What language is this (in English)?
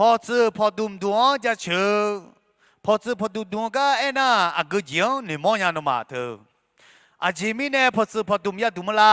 Akha